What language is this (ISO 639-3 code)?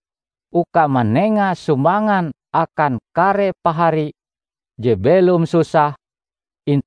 nij